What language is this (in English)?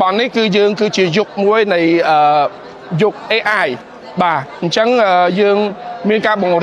Khmer